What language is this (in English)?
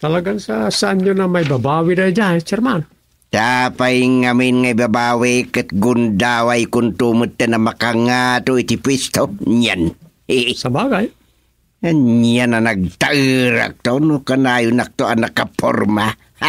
Iloko